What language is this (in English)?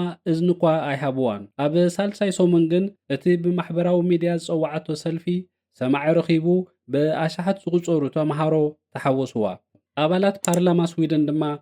Tigrinya